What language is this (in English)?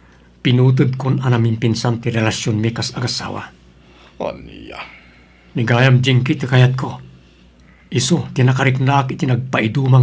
Iloko